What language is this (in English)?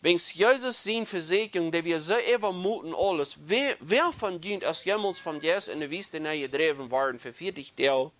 Plautdietsch